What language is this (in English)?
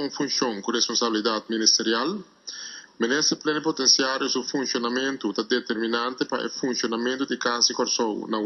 Papiamento